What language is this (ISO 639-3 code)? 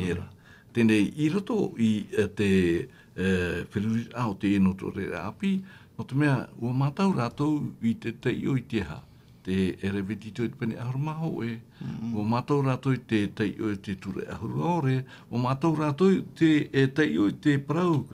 tah